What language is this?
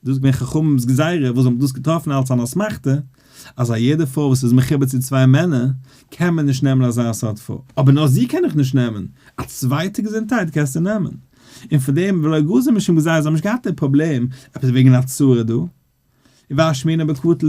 Yiddish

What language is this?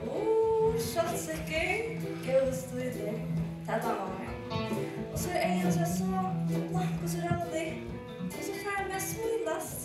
Faroese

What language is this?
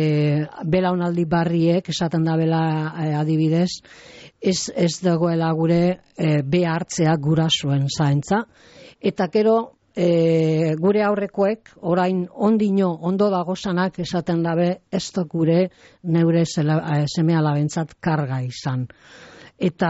Basque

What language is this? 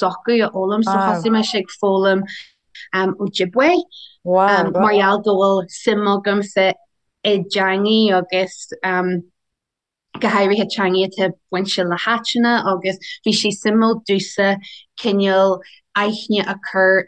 Irish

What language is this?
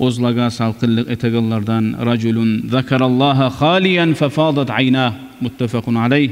Kumyk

